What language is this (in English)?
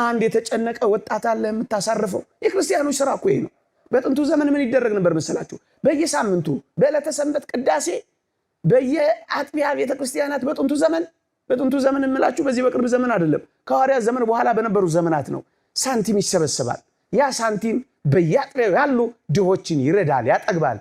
Amharic